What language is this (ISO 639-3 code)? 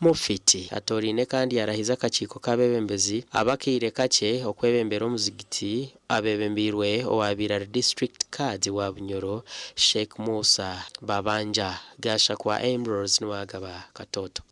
nyn